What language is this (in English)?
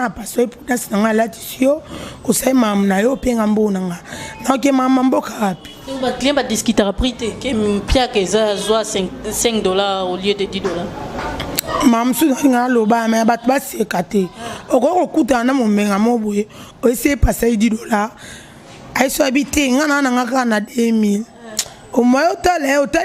Lingala